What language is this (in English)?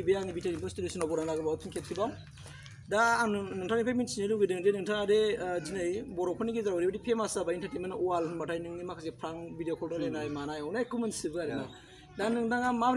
Bodo